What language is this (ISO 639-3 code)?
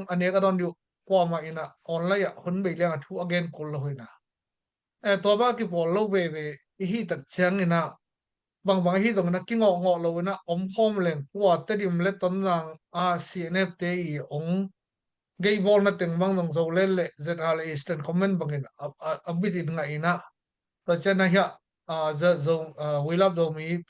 ctd